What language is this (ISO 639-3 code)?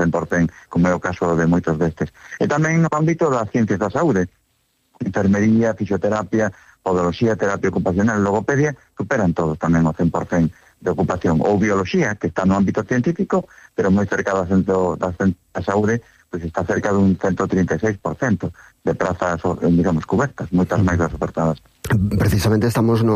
glg